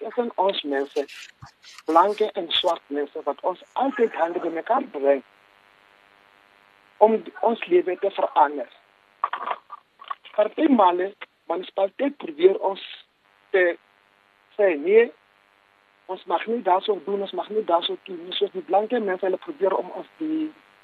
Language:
Afrikaans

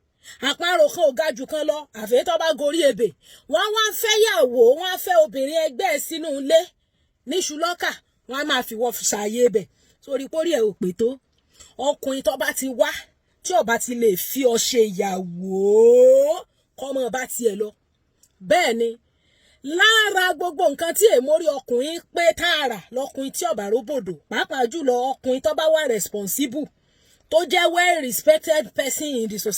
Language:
Yoruba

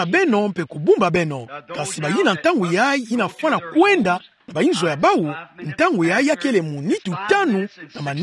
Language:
Kituba (Democratic Republic of Congo)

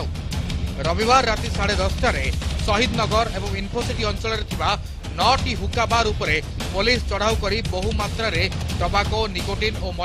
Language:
Odia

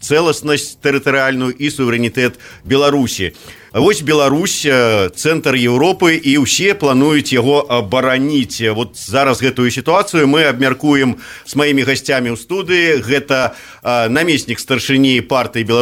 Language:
Belarusian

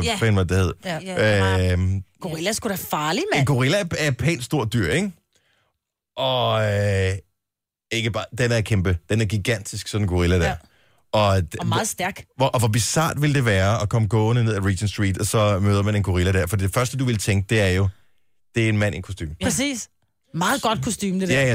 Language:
Danish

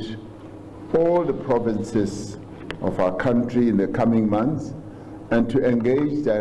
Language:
Southern Sotho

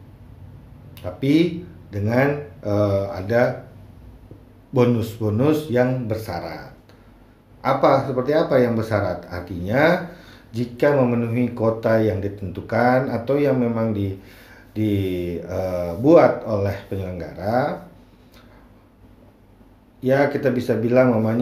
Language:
Indonesian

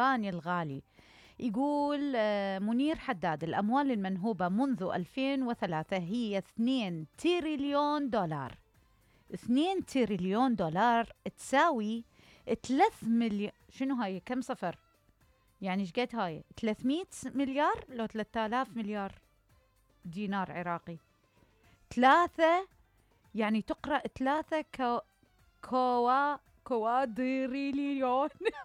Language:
Mesopotamian Arabic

